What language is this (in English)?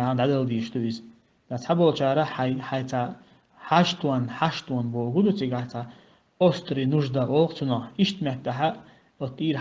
Chechen